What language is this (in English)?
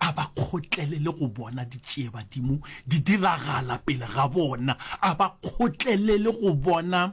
Northern Sotho